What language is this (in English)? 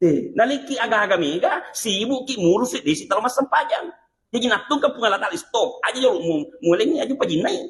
Buginese